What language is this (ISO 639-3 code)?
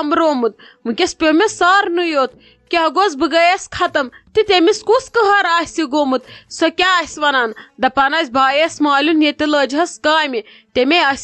kas